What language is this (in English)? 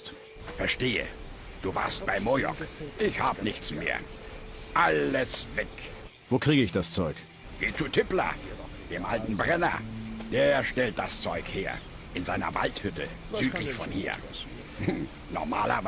Bavarian